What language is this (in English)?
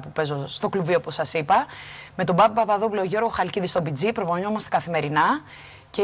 Greek